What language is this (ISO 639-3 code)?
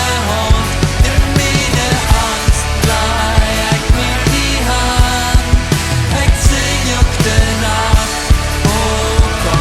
pdt